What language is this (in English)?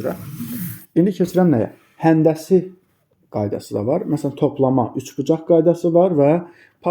Azerbaijani